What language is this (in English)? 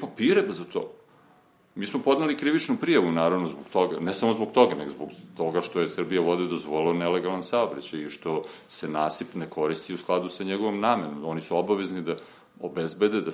Serbian